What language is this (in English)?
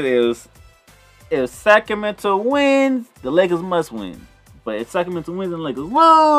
English